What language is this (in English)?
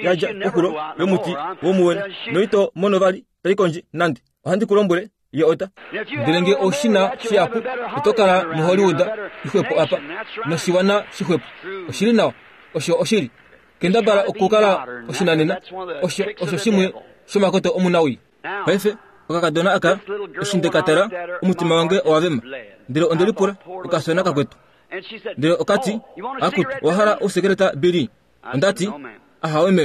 Kuanyama